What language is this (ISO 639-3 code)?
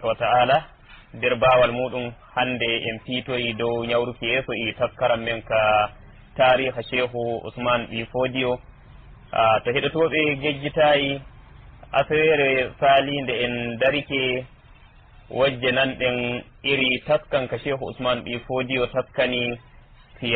fuv